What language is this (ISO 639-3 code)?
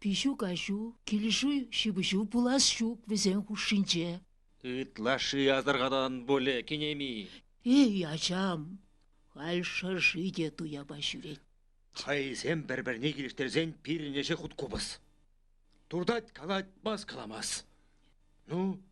chv